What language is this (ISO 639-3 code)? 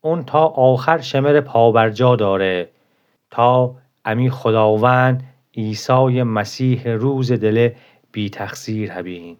glk